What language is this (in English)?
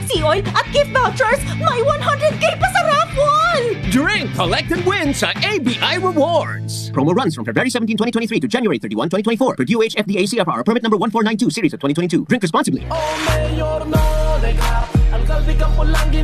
Bikol